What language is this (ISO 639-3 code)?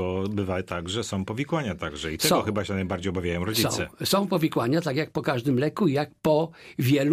pol